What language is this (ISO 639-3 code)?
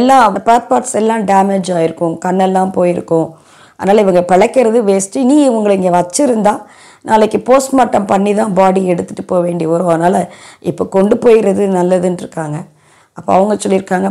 tam